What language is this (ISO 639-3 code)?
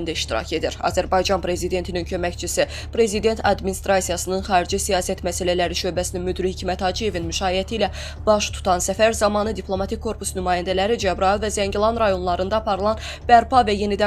aze